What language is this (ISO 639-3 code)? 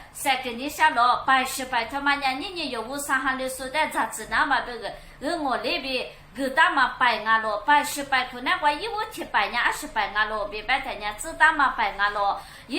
lis